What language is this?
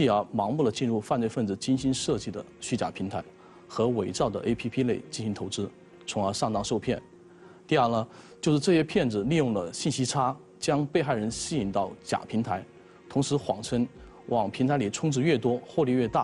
Chinese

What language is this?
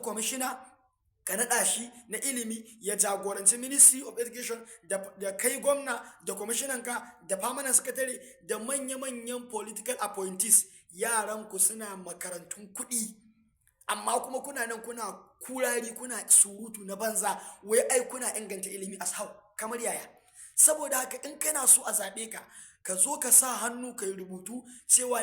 Hausa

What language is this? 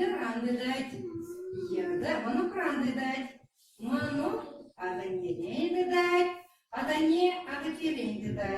Chuvash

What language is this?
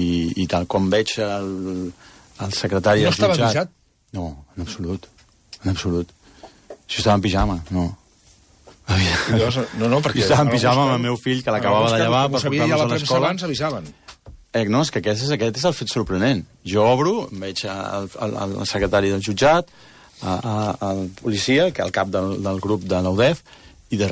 Catalan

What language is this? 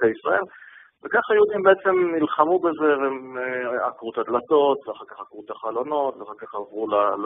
Hebrew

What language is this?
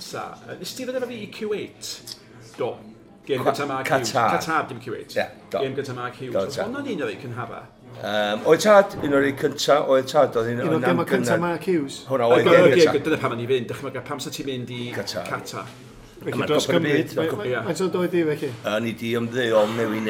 Welsh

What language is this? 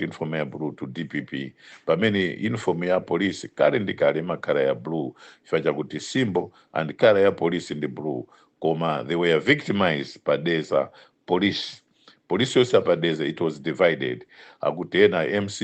Nyanja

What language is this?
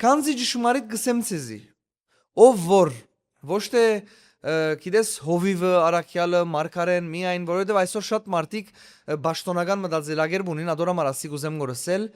Western Armenian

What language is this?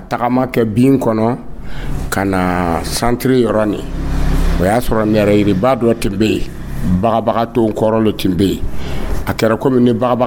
Dyula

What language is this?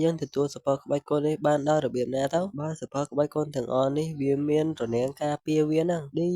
Khmer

